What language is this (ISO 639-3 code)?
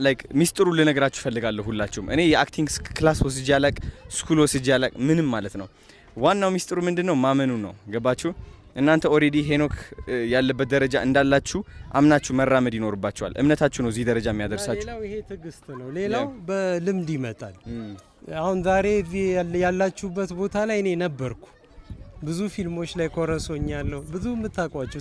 amh